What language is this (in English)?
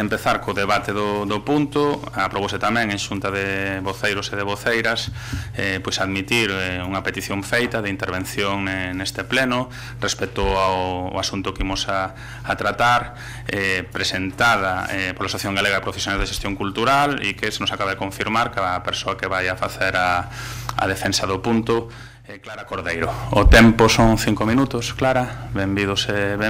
Galician